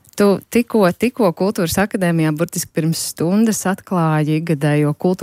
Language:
Latvian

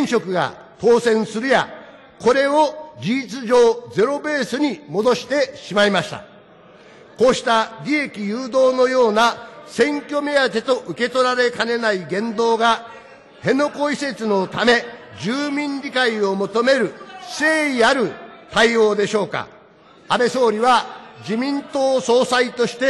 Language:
Japanese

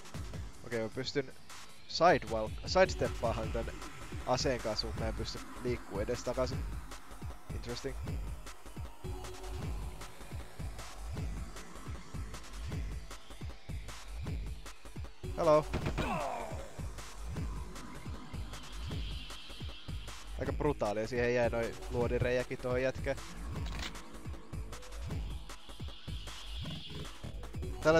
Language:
Finnish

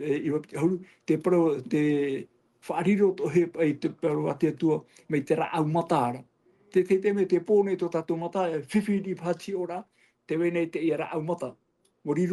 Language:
Tahitian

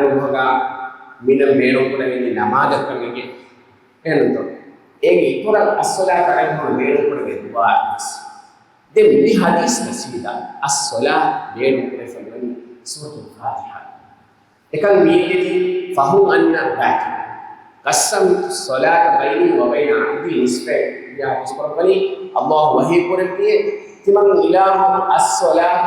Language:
Divehi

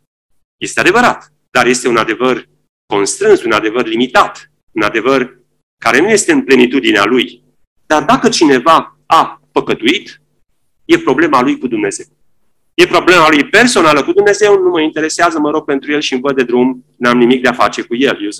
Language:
Romanian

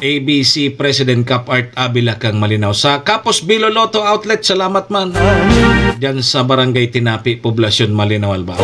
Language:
Bikol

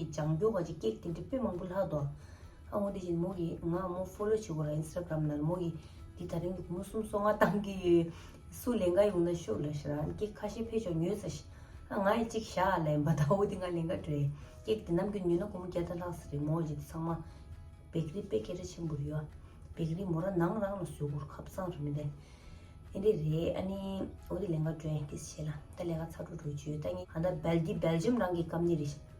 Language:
Tibetan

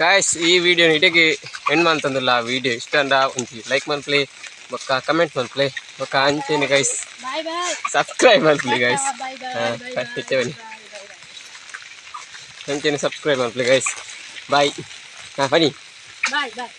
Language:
Tulu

